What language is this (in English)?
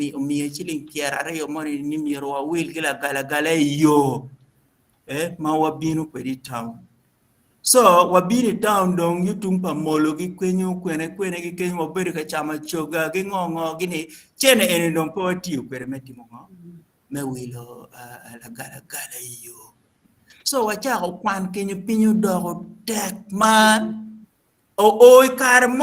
Acoli